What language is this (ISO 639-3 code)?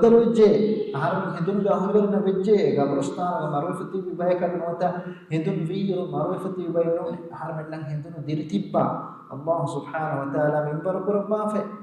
div